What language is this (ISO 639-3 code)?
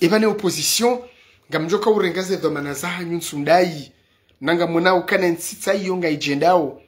zdj